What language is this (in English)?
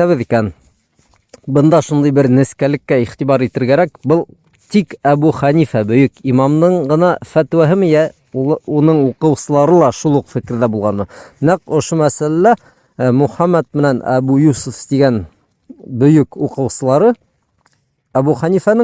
Bashkir